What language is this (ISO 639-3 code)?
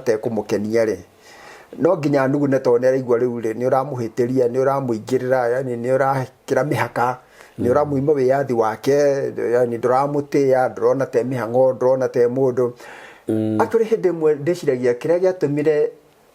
kik